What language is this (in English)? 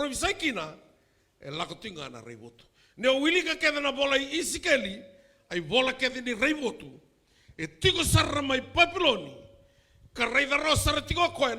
Fijian